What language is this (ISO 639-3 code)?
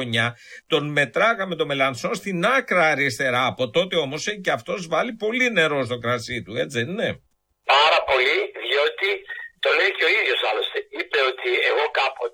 ell